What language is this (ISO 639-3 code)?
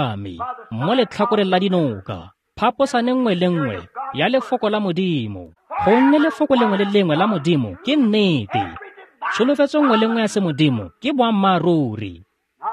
tsn